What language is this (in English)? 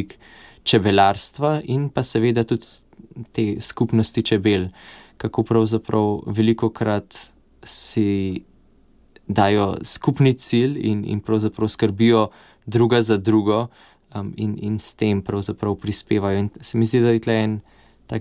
Slovenian